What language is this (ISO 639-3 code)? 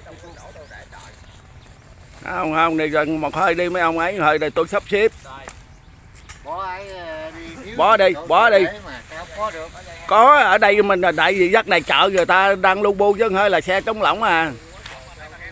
vie